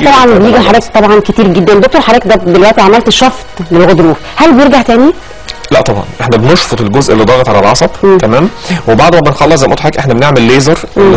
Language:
Egyptian Arabic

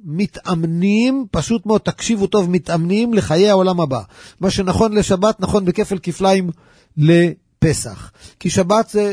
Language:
Hebrew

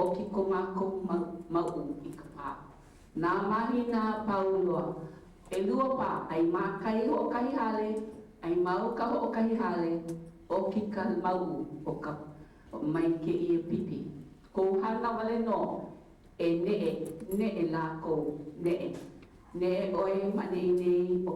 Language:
Hawaiian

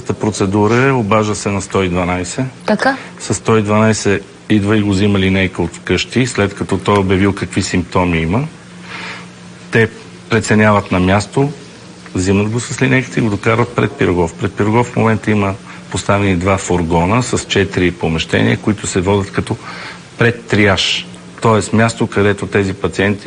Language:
Bulgarian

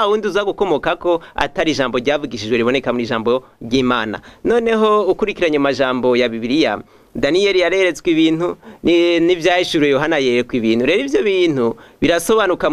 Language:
Rundi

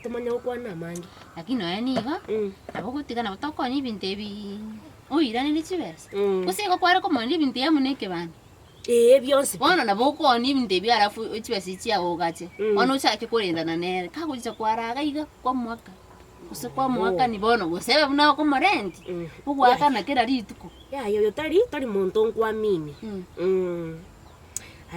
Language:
Gusii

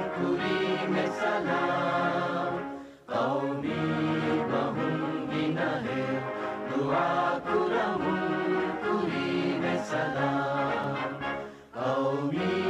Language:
Divehi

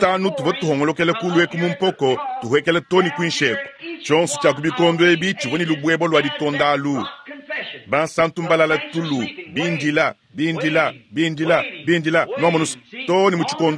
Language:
Luba-Lulua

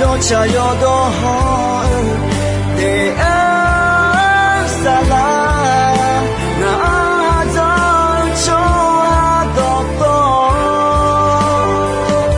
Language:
Akha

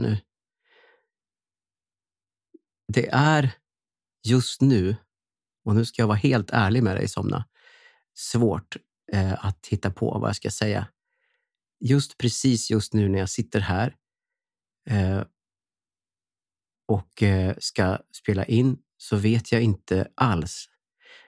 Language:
Swedish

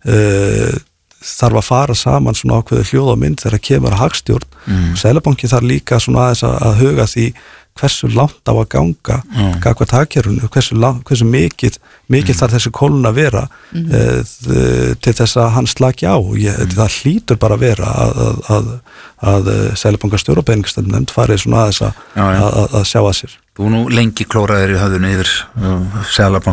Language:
Icelandic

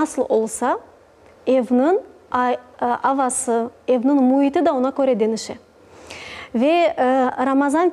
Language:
Crimean Tatar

